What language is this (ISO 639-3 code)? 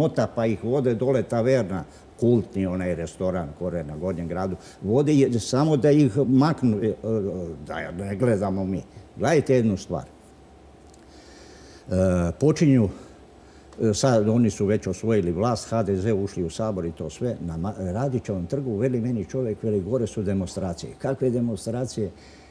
hrv